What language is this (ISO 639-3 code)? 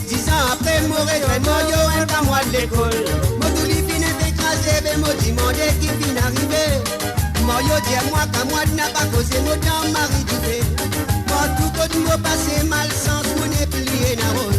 mfe